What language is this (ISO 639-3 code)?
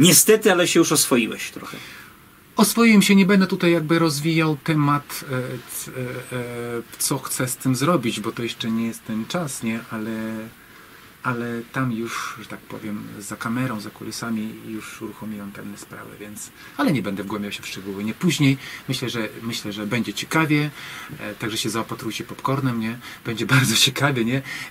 pol